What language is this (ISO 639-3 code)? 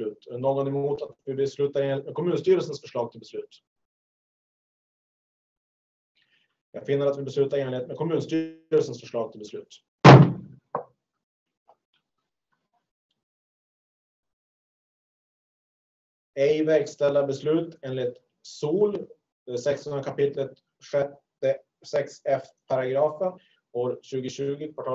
swe